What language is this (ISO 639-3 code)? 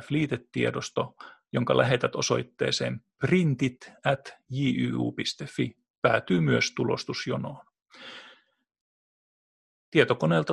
fin